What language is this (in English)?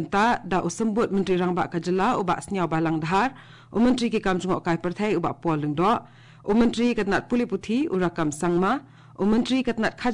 Khasi